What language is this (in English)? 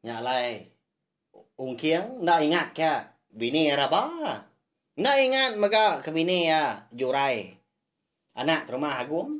Iban